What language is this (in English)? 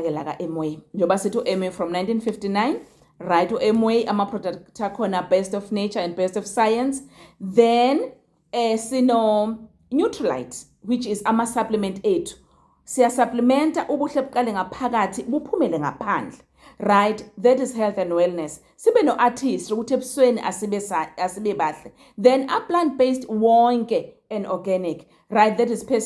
Zulu